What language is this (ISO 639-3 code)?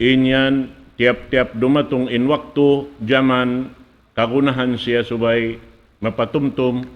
tsg